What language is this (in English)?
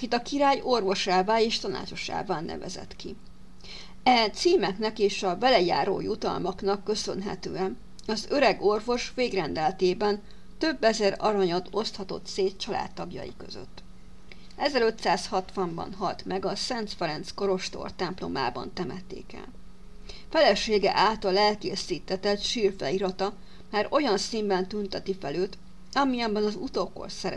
Hungarian